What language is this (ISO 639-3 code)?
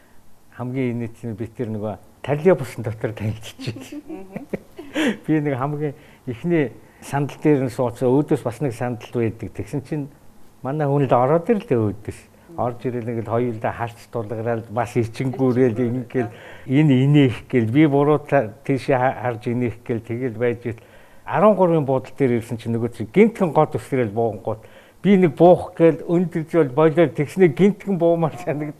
mon